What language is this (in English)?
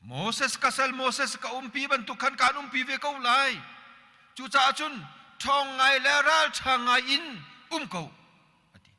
Hakha Chin